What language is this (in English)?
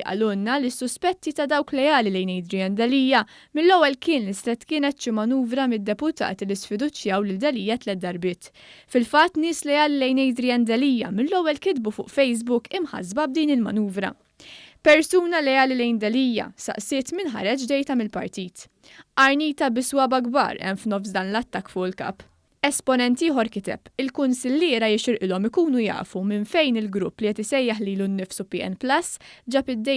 Maltese